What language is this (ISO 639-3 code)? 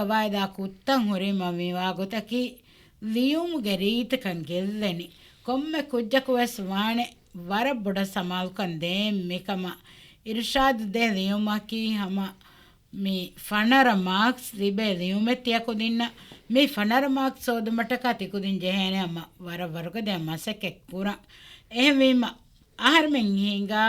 div